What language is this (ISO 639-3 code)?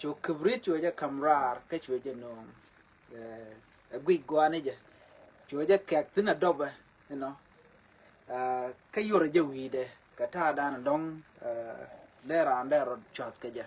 nus